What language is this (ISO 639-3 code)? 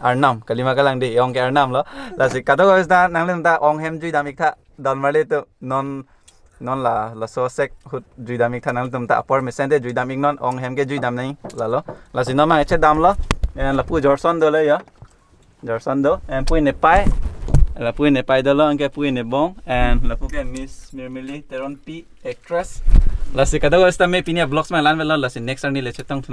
mjw